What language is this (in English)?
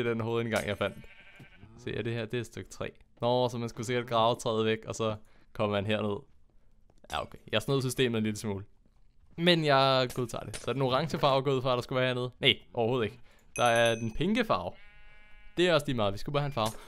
Danish